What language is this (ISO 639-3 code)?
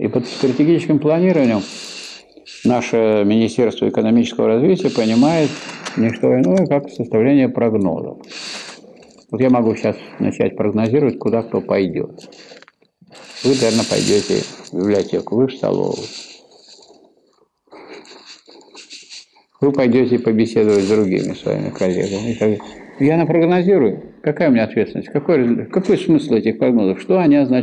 rus